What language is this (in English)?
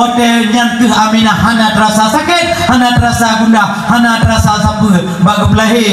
Achinese